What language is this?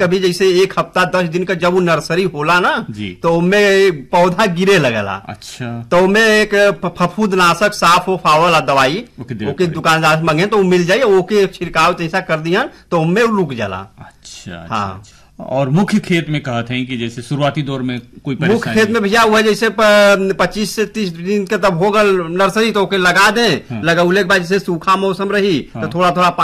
Bhojpuri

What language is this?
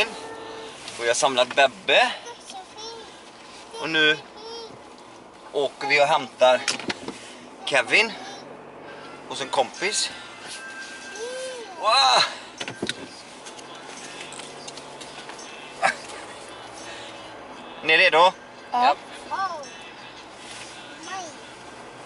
Swedish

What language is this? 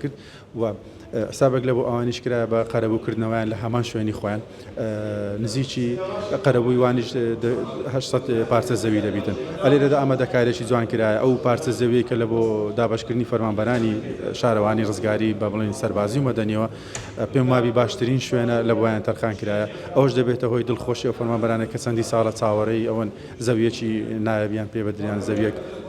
Central Kurdish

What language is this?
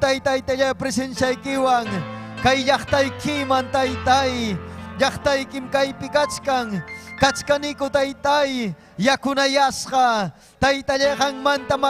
Ayacucho Quechua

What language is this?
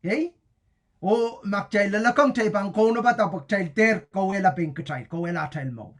Pohnpeian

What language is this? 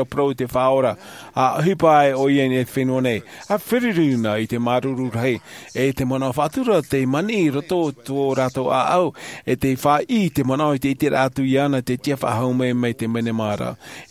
Tahitian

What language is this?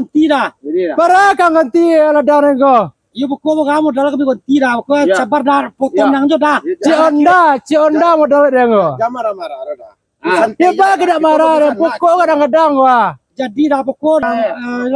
Minangkabau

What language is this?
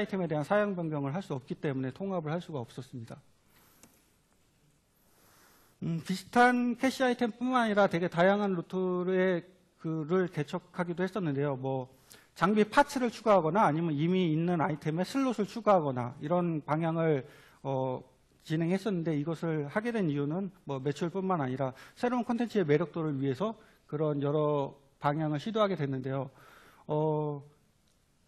Korean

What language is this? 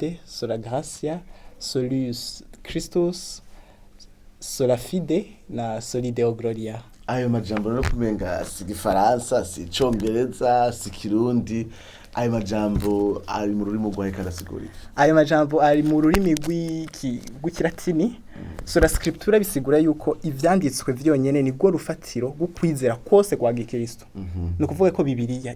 Rundi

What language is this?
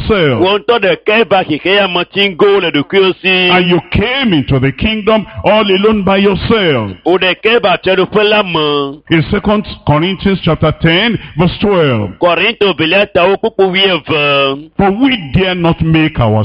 Ewe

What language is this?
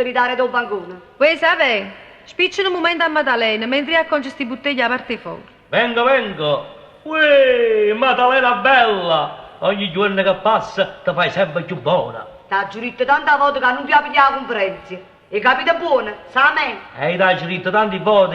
Neapolitan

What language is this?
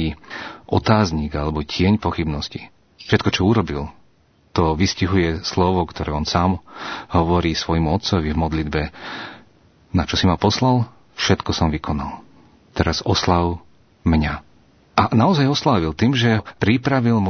Slovak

